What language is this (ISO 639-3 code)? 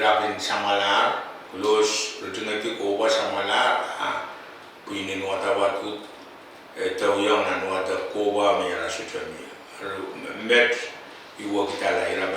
pon